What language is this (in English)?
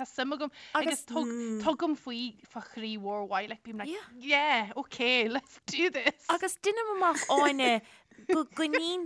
Irish